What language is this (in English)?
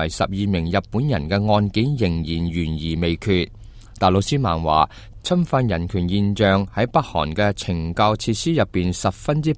Cantonese